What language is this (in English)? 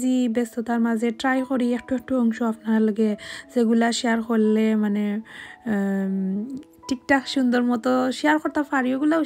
Sylheti